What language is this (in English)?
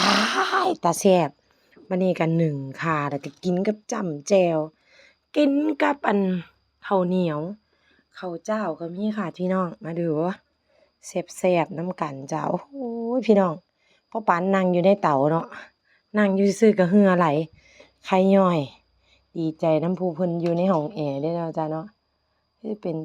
Northeastern Thai